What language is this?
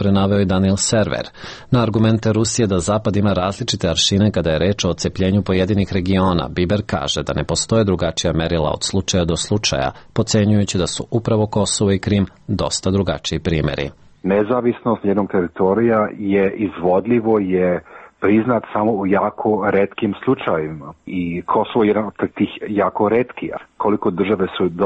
Serbian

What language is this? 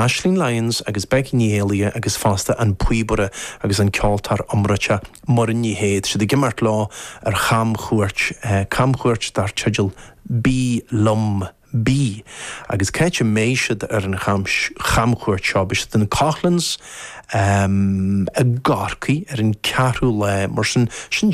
Irish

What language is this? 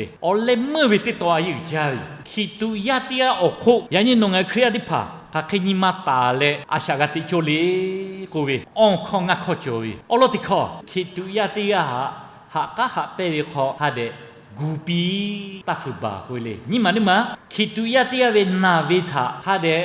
Lahu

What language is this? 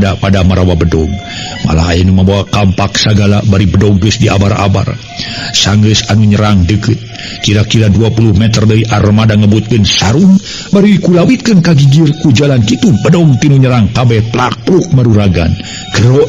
Sundanese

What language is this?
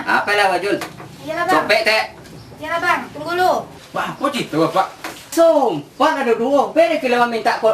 Minangkabau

